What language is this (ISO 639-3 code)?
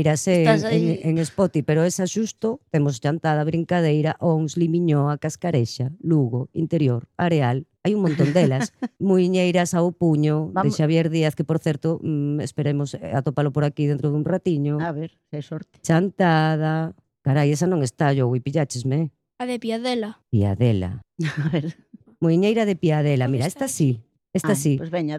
glg